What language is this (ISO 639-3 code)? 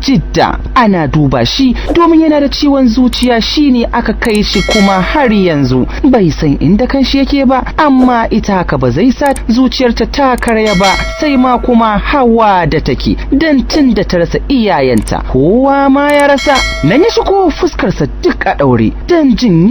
hau